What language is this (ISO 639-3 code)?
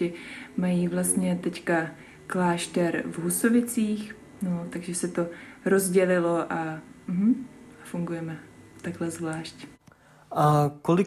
ces